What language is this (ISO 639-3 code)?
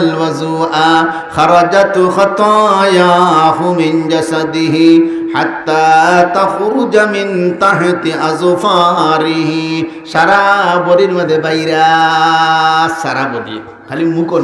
syl